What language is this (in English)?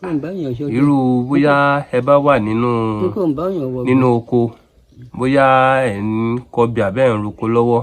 Yoruba